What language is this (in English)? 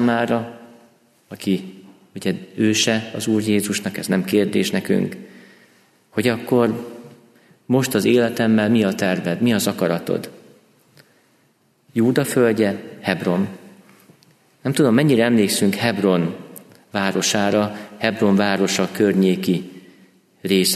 Hungarian